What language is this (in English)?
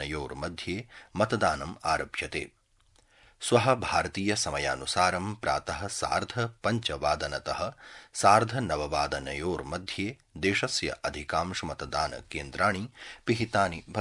Sanskrit